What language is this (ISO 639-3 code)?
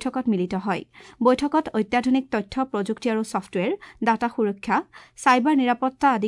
asm